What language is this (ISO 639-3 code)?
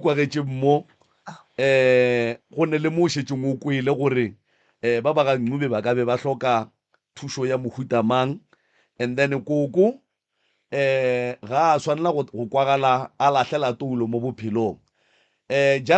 nso